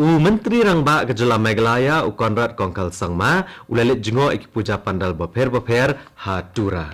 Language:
Khasi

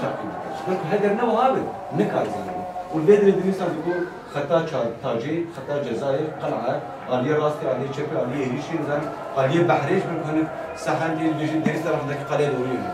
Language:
Kurdish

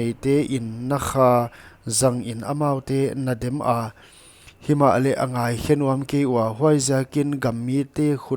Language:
Paite Chin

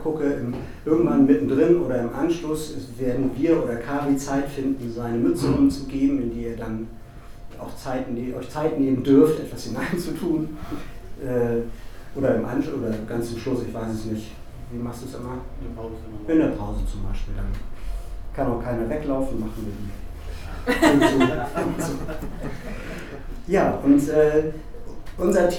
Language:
German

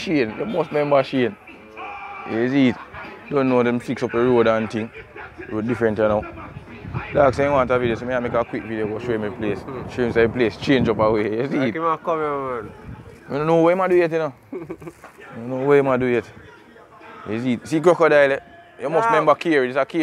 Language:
Jamaican Creole English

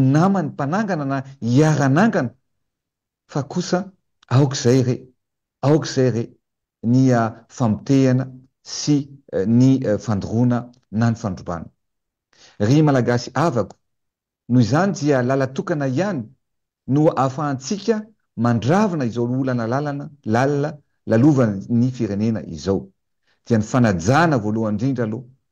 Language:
Malagasy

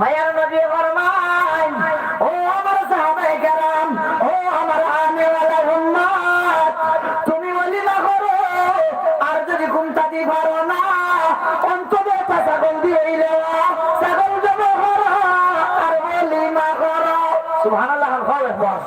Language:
Sylheti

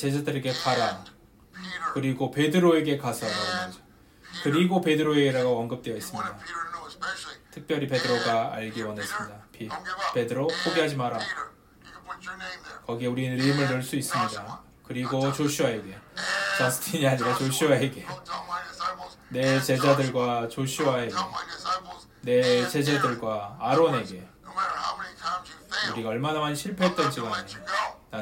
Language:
Korean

